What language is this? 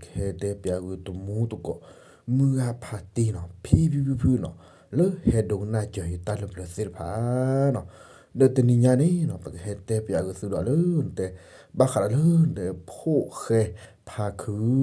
S'gaw Karen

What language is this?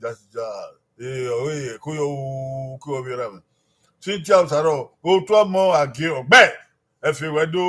Bini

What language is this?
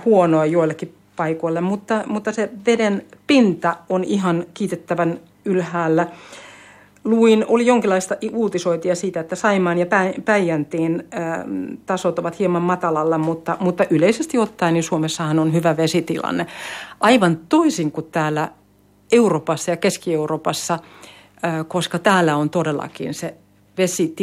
Finnish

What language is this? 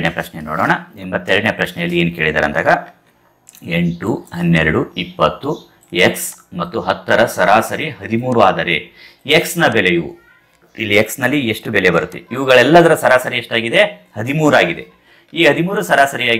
Kannada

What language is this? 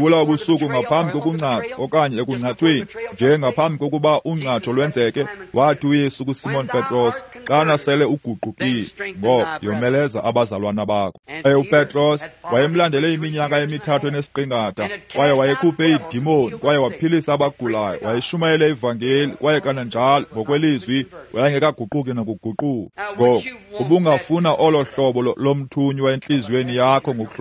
Xhosa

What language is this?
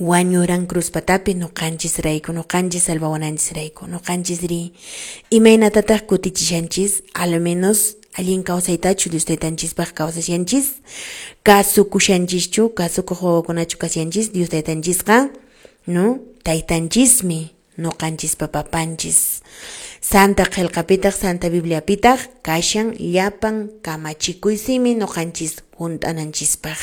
Quechua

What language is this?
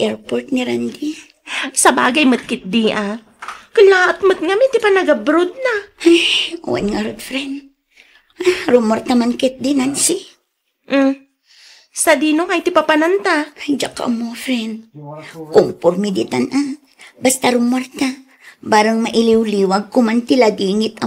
Iloko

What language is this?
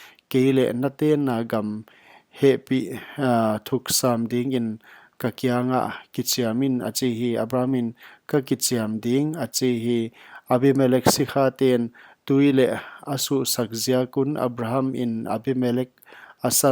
Paite Chin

